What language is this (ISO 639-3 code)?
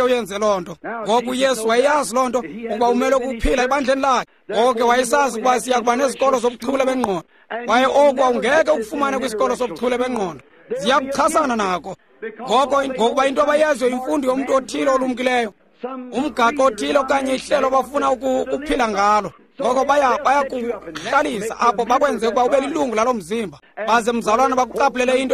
xho